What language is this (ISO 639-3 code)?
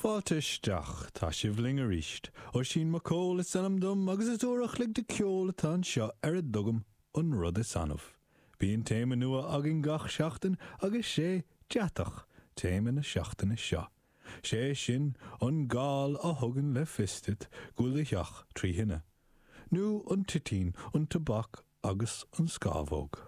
gle